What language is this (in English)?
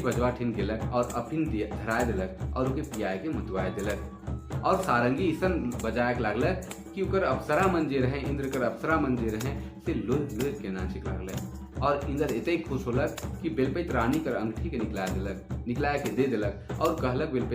Sadri